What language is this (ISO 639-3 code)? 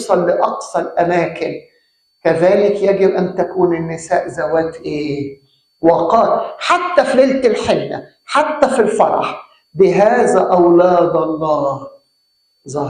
arz